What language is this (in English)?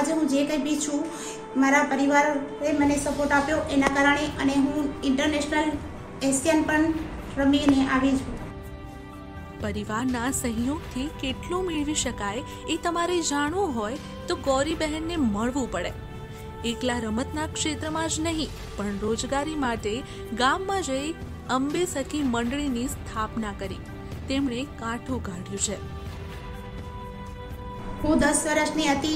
Gujarati